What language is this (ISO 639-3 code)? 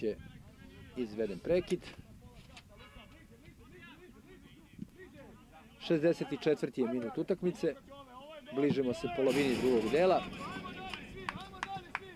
srp